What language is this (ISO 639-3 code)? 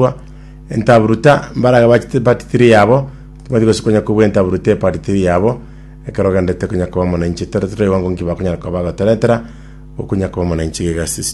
guz